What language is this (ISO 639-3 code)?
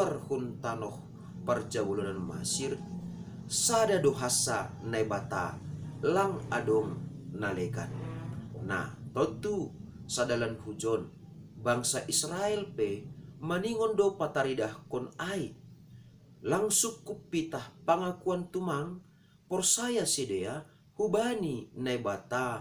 bts